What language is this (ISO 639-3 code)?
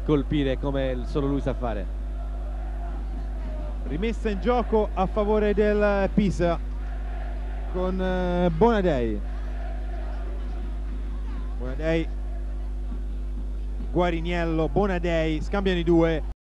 ita